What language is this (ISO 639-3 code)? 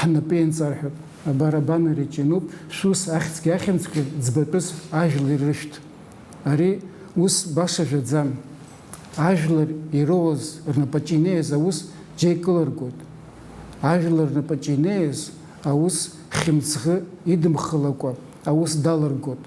abk